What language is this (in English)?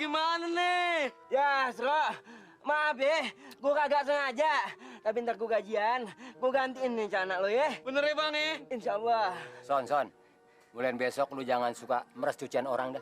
Betawi